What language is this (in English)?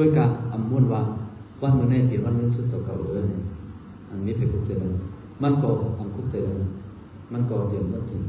Shan